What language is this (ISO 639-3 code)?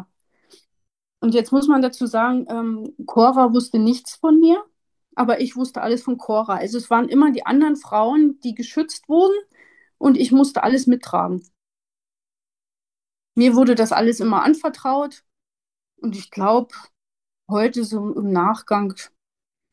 deu